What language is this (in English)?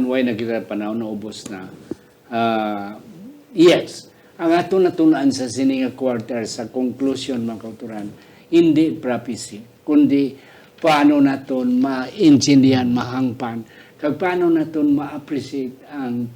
Hiligaynon